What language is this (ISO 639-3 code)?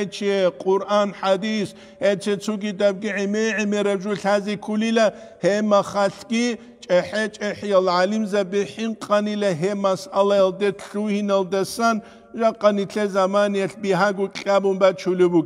ava